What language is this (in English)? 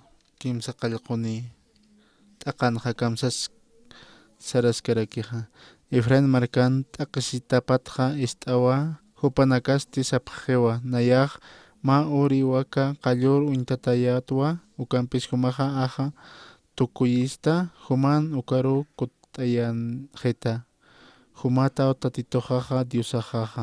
Aymara